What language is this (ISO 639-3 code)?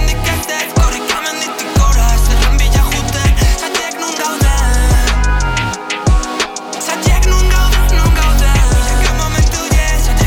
eus